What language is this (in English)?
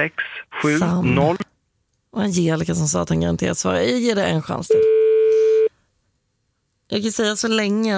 Swedish